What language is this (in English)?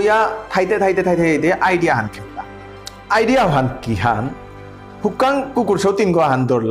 Bishnupriya